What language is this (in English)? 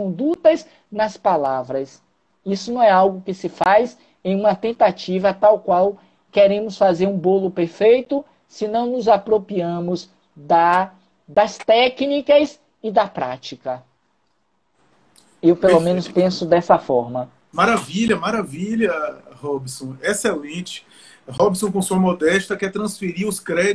Portuguese